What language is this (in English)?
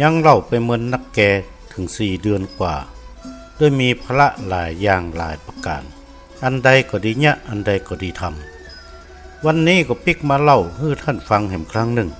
Northern Thai